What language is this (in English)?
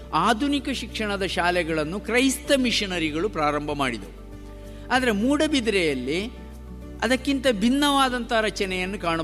Kannada